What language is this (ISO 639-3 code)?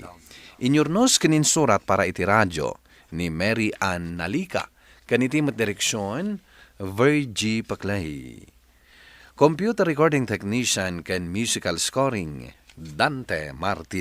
ilo